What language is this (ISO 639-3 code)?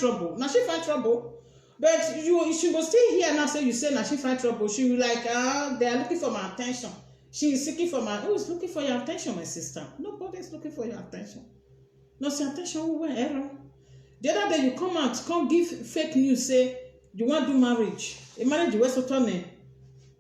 pcm